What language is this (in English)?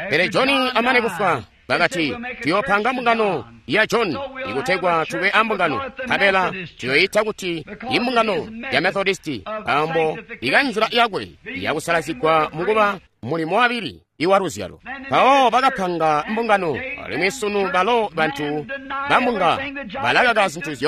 Tonga (Zambia)